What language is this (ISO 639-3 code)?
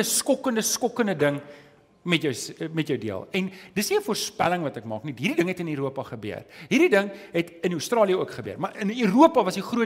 afr